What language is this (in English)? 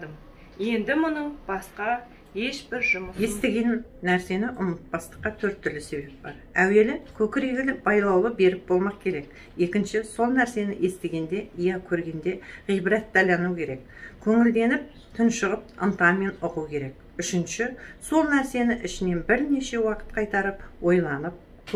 Kazakh